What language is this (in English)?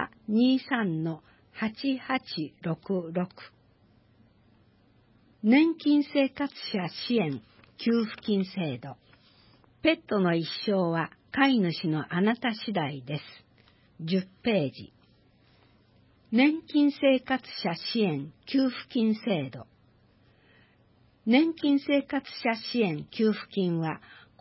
Japanese